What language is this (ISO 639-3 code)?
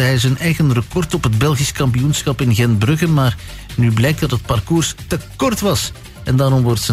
nld